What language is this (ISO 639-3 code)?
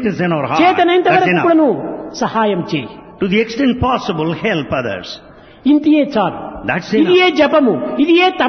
tel